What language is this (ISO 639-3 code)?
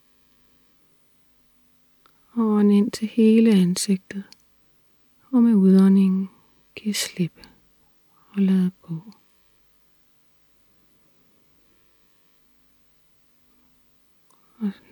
dan